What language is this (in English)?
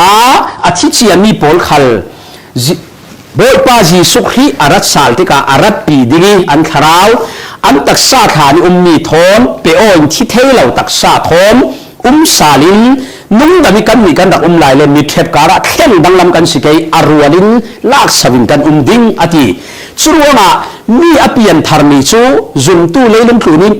Falam Chin